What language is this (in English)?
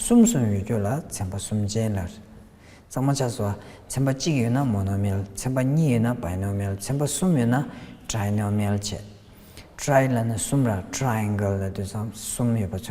Tibetan